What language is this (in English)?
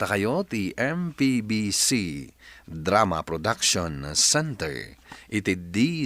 Iloko